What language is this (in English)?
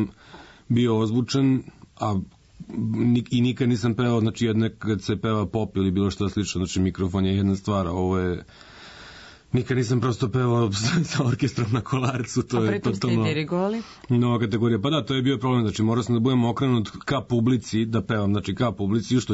Serbian